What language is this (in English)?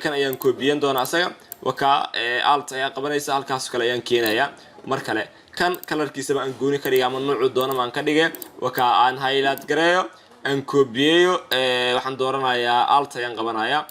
Somali